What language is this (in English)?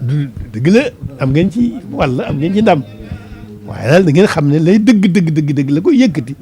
Wolof